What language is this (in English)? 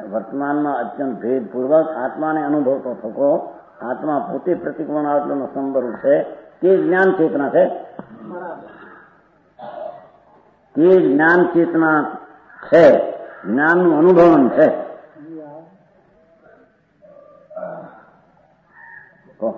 Gujarati